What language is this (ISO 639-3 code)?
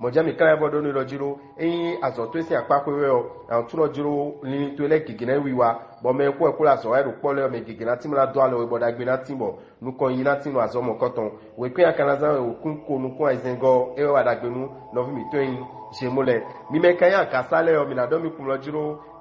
fon